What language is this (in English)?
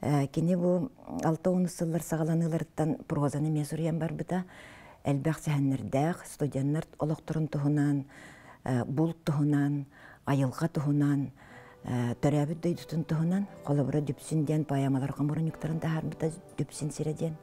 Yakut